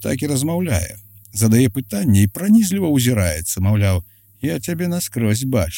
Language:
Belarusian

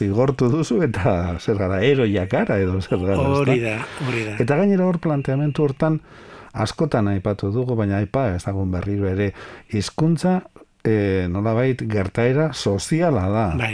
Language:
Basque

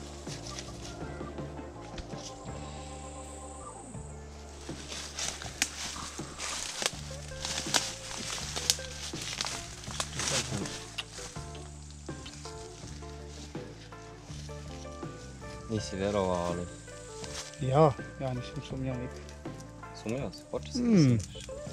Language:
Serbian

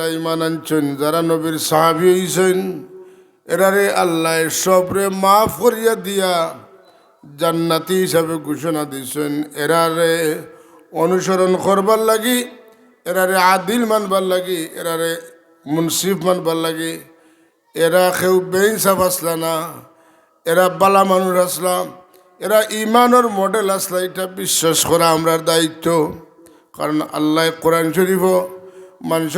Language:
Sylheti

